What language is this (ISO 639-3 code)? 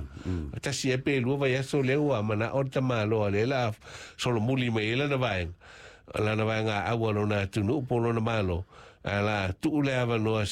smo